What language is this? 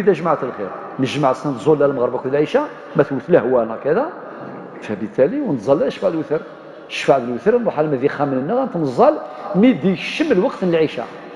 Kabyle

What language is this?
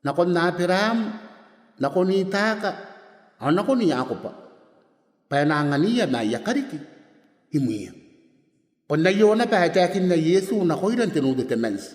Gilbertese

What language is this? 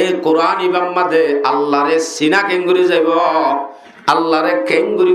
Rohingya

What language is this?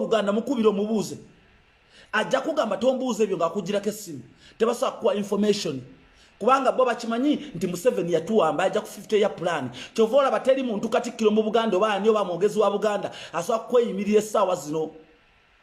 Ganda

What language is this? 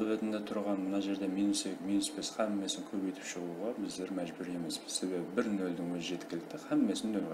Kara-Kalpak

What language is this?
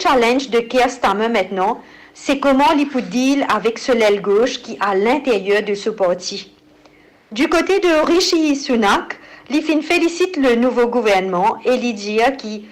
Morisyen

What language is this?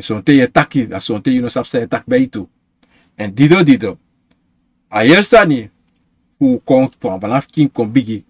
Sranan Tongo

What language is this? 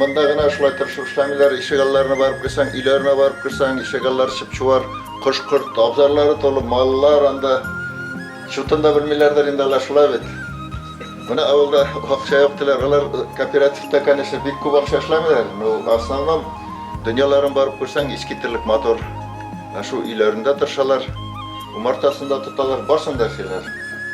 Bashkir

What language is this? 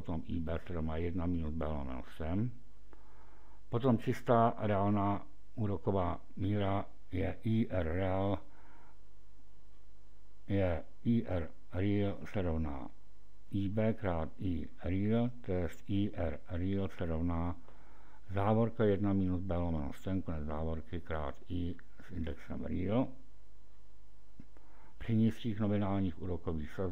Czech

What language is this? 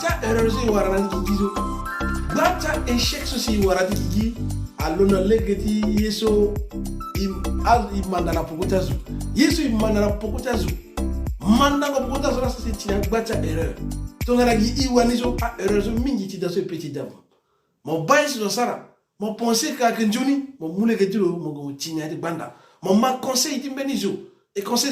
Sango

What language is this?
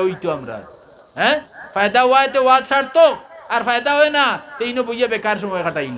Sylheti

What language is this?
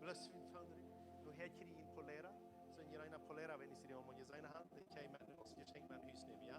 Plautdietsch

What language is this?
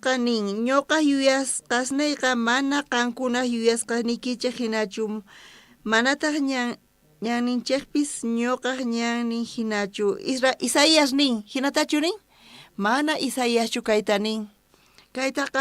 South Bolivian Quechua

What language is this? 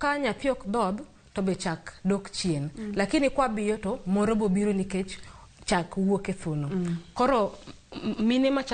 Luo (Kenya and Tanzania)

